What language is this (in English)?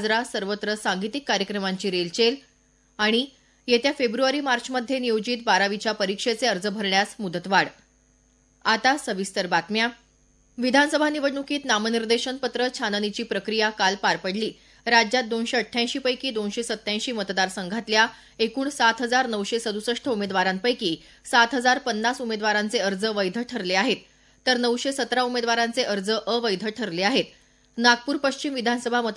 Marathi